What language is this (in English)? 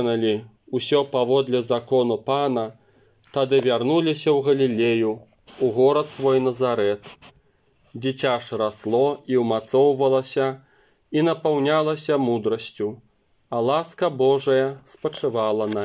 Belarusian